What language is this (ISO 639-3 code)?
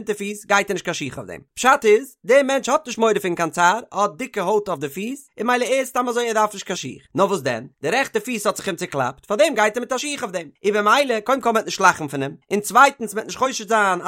yid